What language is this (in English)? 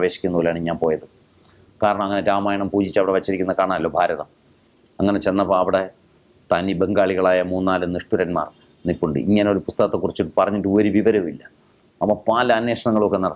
Malayalam